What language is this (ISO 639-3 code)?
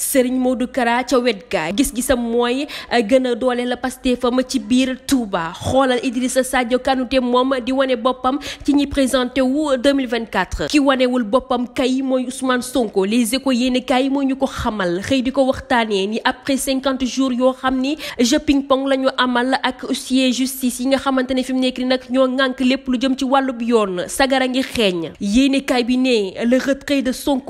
wol